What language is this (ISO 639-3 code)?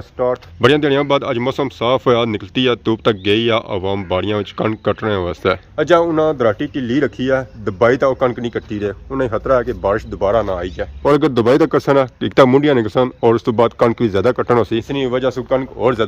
phr